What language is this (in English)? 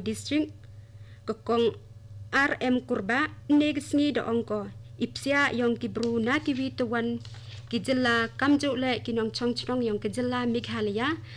Khasi